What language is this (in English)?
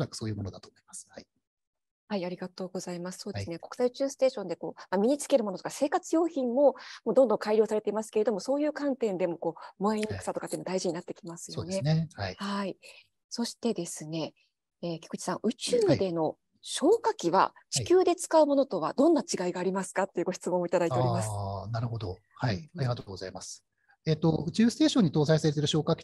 Japanese